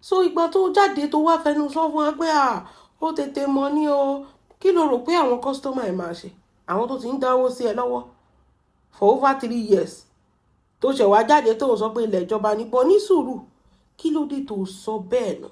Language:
Yoruba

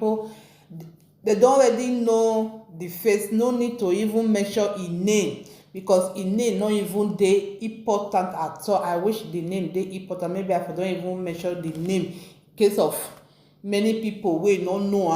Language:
Nigerian Pidgin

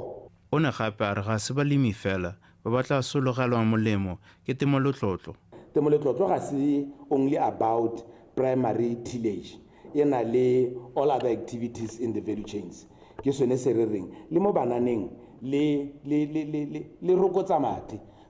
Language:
Tswana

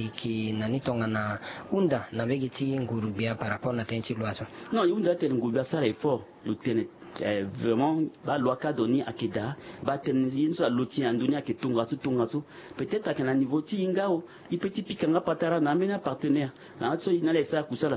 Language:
Sango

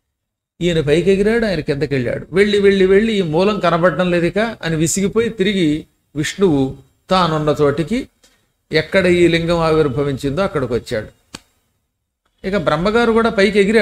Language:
Telugu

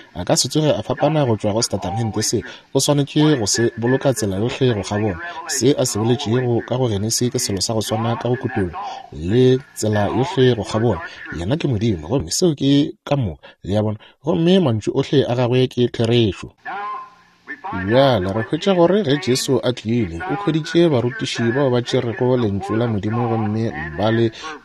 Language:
Northern Sotho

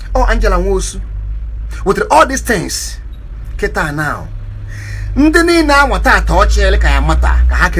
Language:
Igbo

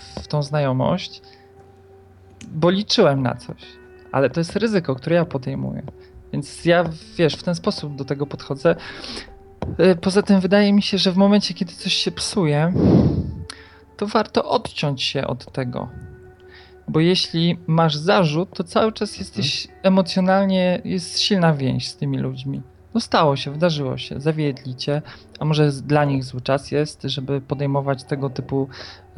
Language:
Polish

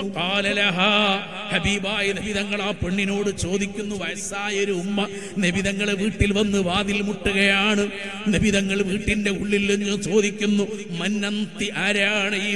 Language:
Malayalam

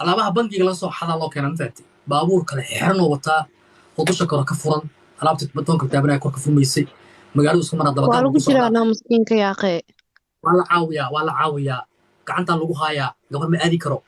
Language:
Somali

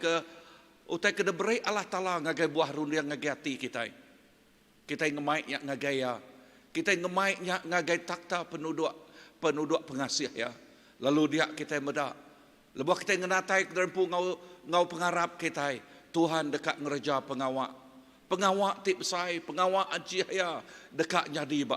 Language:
Iban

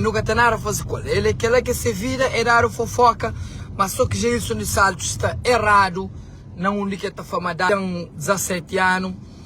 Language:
Kabuverdianu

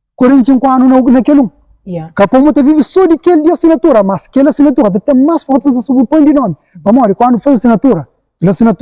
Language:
Kabuverdianu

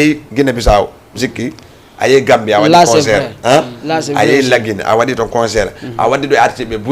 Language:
Fula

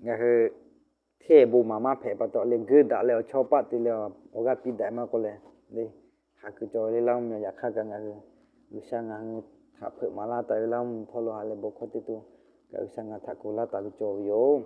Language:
Lahu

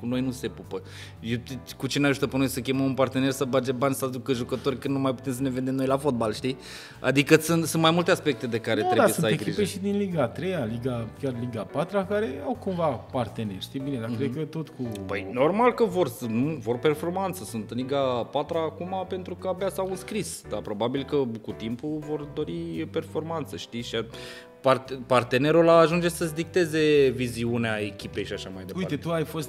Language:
Romanian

